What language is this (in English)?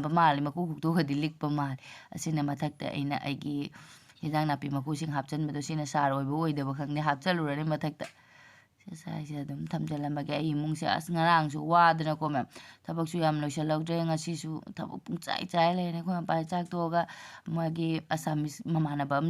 Manipuri